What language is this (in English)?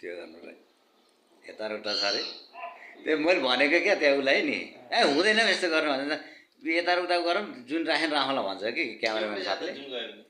Nepali